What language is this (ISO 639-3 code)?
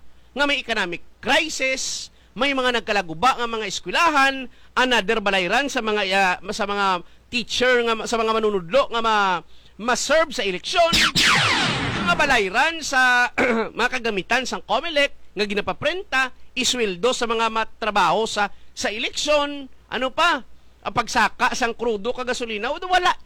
hil